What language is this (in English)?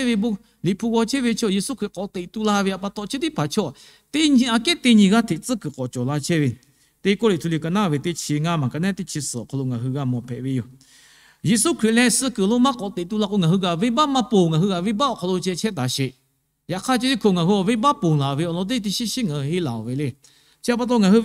Lahu